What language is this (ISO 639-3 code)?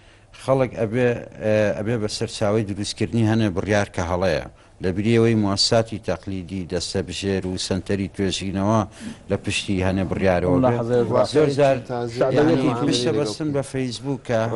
ckb